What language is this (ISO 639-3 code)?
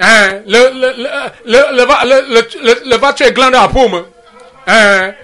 ewe